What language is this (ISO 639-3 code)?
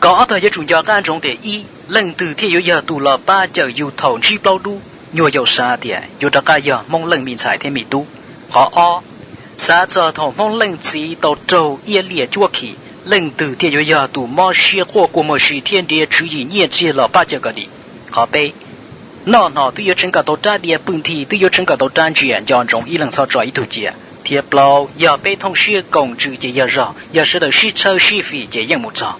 hmn